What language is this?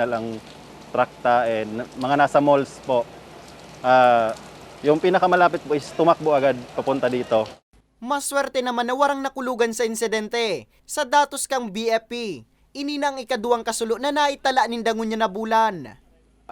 Bikol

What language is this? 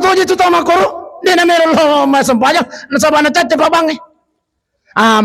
Buginese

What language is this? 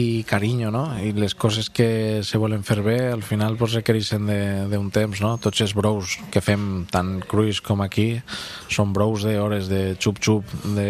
Catalan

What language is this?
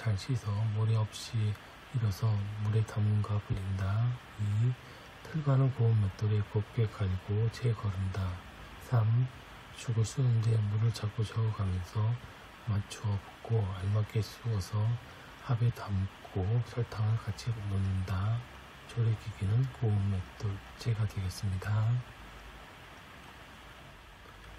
Korean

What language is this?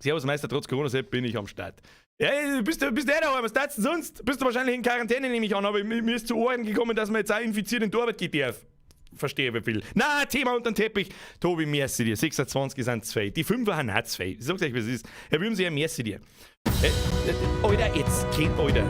Bavarian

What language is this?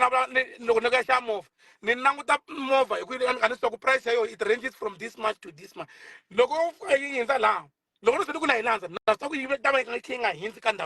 Tsonga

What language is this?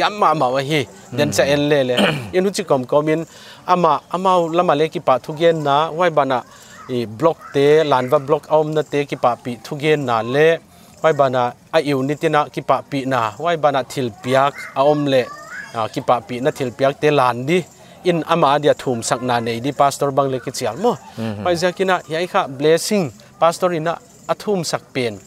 Paite Chin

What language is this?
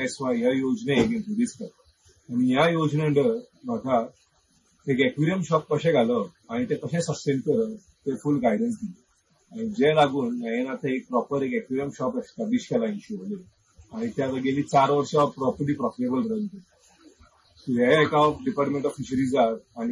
Konkani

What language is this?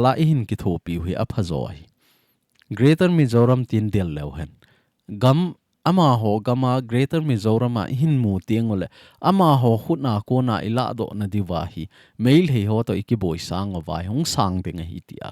Thado Chin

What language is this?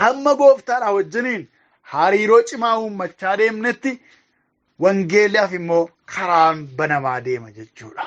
Oromo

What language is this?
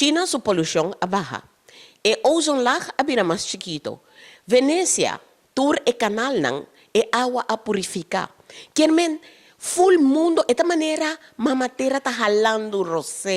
Papiamento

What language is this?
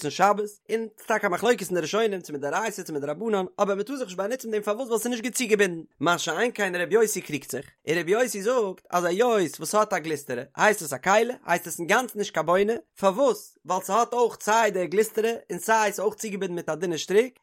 Yiddish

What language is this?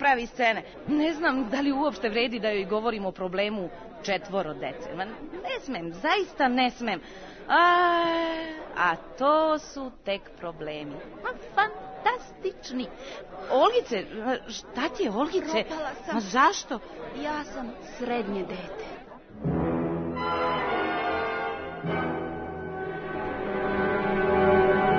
Serbian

